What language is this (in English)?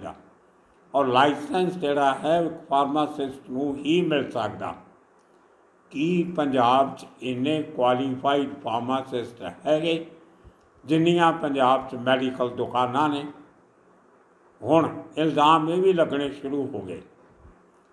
Punjabi